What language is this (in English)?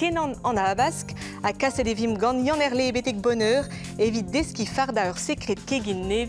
Breton